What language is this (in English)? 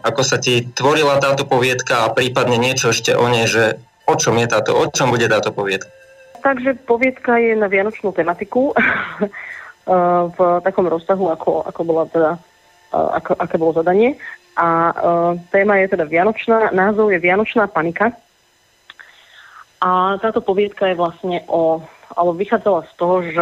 Slovak